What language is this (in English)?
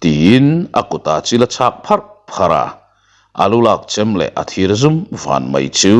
Mizo